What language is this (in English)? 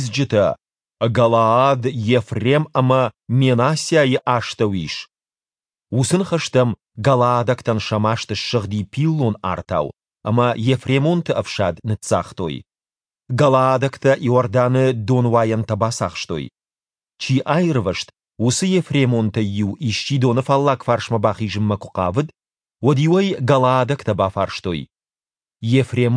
Ossetic